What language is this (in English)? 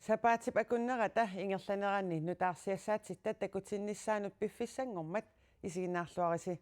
Kalaallisut